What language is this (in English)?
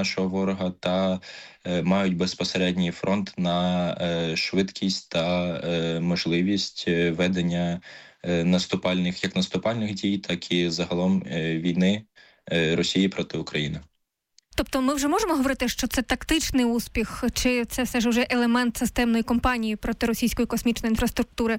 Ukrainian